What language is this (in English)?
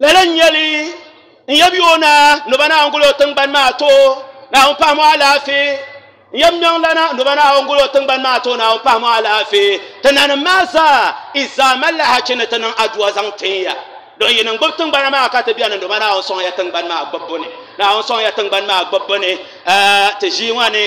Dagbani